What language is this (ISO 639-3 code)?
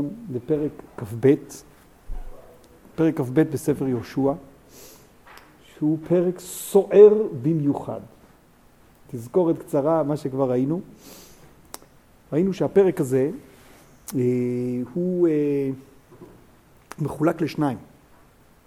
heb